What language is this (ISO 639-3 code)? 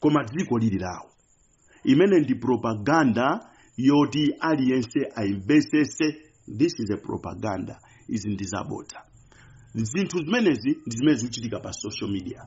nya